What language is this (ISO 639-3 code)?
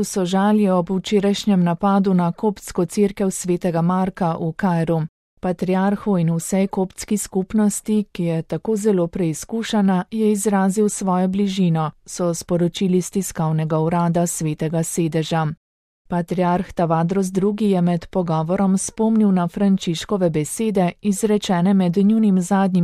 slv